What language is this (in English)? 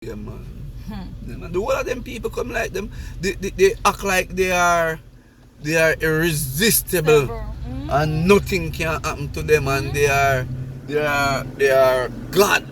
Jamaican Creole English